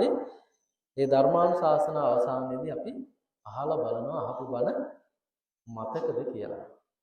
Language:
Sinhala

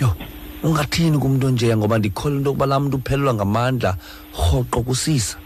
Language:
Xhosa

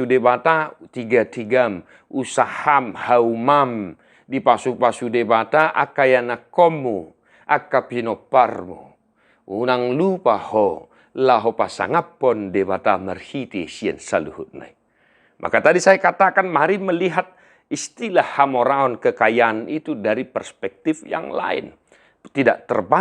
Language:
Batak Toba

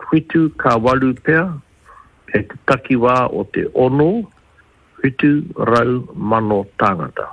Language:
Māori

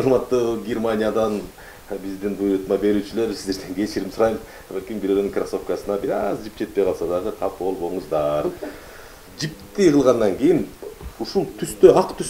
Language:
Kyrgyz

